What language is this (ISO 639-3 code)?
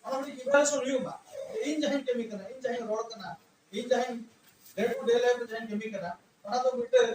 sat